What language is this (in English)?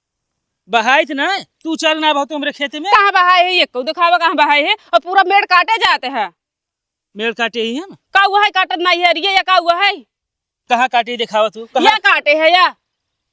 Awadhi